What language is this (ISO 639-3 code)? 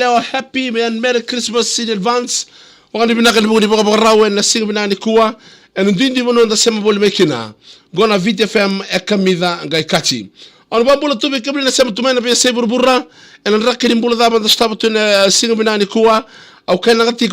fij